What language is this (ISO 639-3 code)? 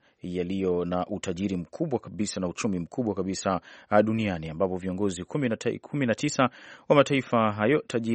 swa